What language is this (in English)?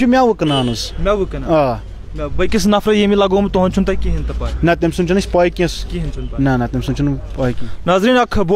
Kashmiri